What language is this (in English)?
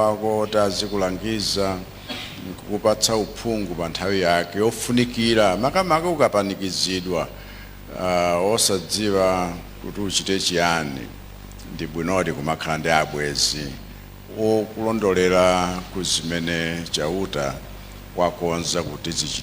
Nyanja